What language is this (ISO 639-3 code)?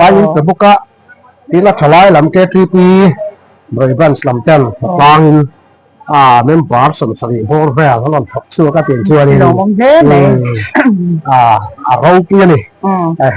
lus